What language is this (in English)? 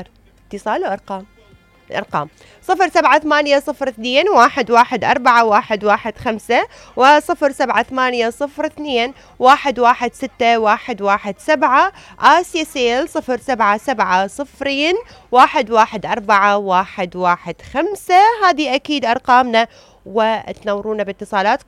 Mesopotamian Arabic